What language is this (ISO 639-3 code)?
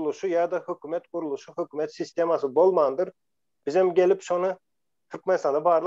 tuk